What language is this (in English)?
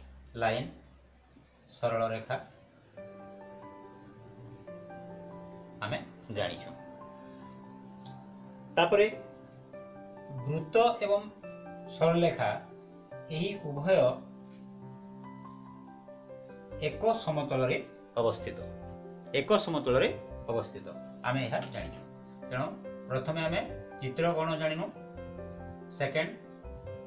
Odia